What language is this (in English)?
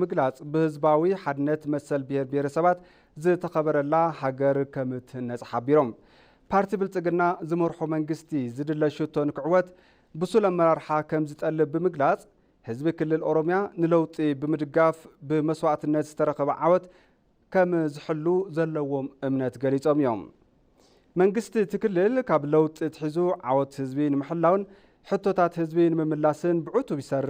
Tigrinya